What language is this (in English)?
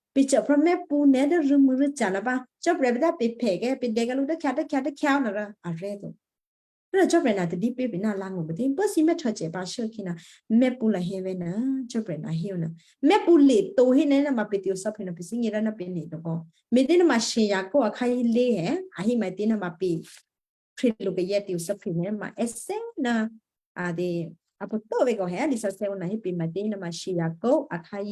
Western Kayah